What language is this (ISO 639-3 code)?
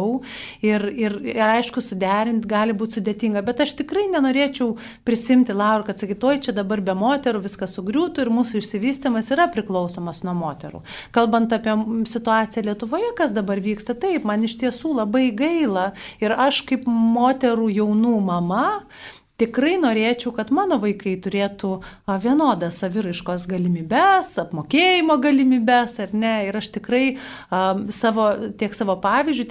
lit